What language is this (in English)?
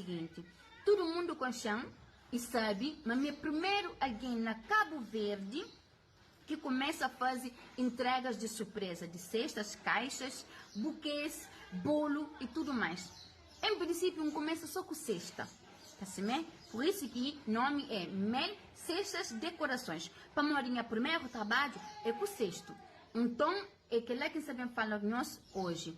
Kabuverdianu